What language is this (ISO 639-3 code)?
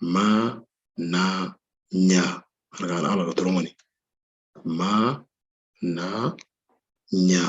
mor